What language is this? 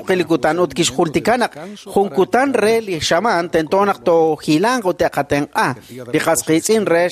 Kekchí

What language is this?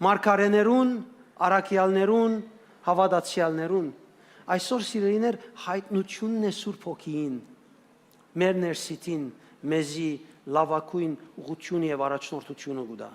Western Armenian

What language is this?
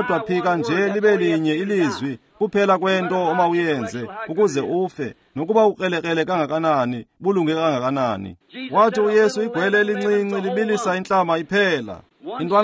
Xhosa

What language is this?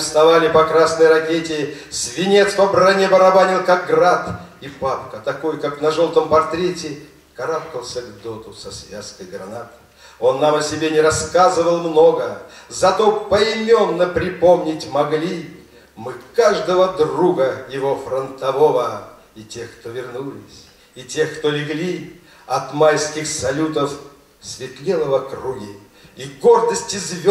Russian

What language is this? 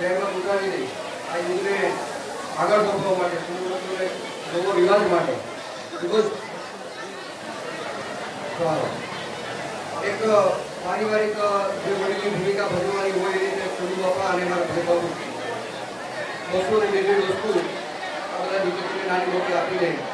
Gujarati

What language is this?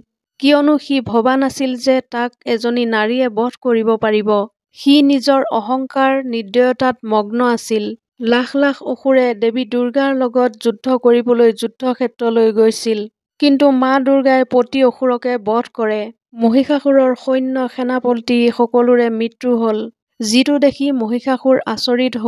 Assamese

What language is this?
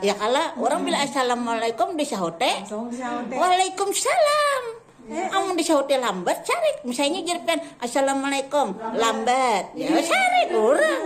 Banjar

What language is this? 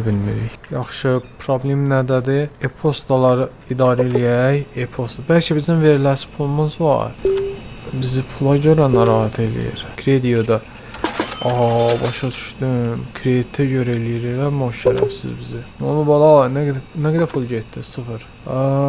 Azerbaijani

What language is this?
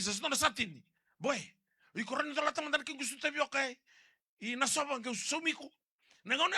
Fijian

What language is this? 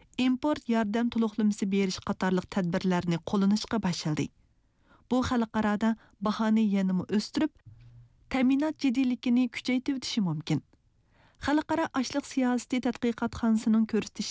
Uyghur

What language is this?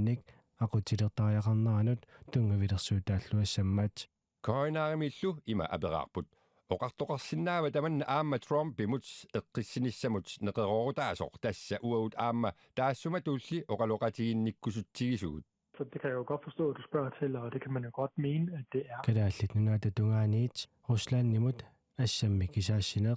Kalaallisut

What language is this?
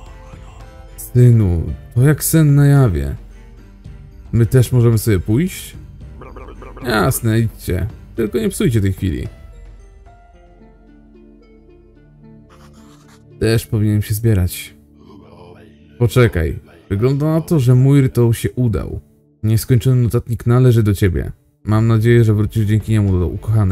Polish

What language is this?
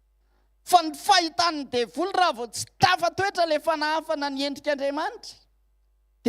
Malagasy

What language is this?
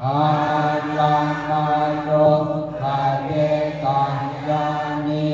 Pali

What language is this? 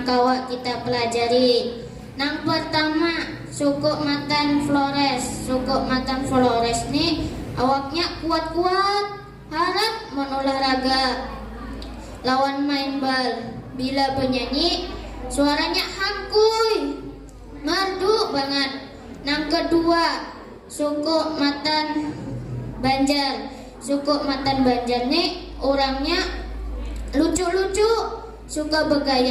Banjar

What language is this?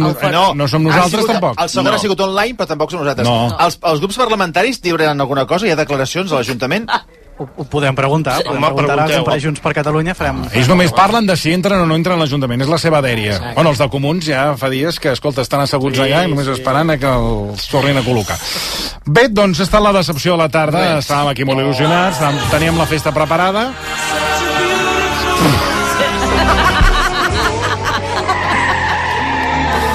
Catalan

